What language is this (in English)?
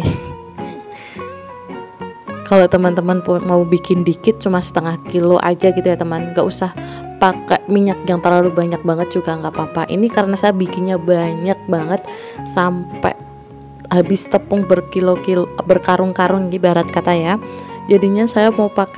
Indonesian